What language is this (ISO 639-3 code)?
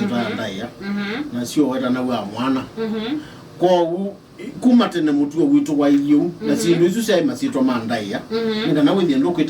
kam